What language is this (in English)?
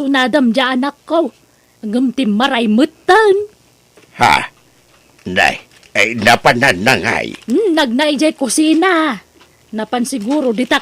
Iloko